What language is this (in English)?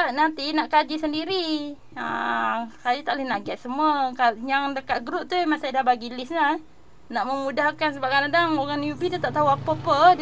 Malay